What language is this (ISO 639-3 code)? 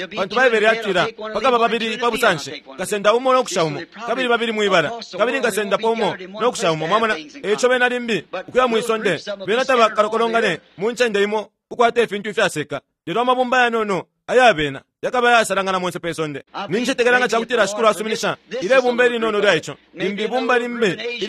bem